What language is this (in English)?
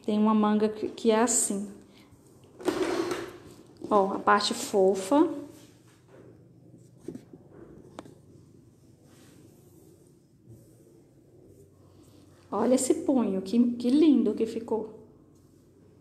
Portuguese